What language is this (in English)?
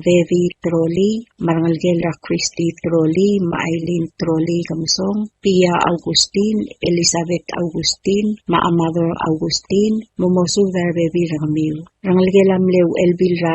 Palauan